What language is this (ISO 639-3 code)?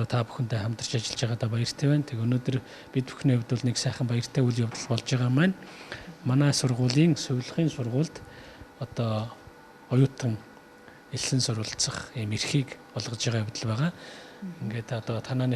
mon